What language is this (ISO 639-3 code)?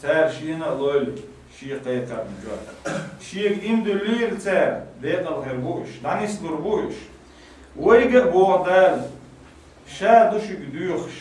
che